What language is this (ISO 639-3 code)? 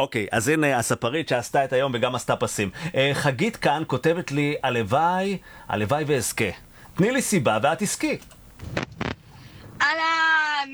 heb